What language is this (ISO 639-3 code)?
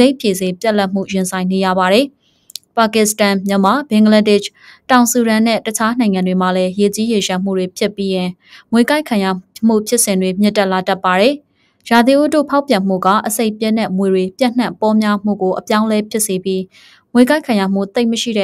mya